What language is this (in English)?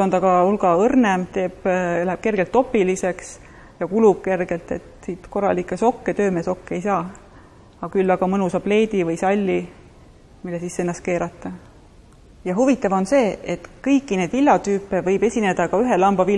Estonian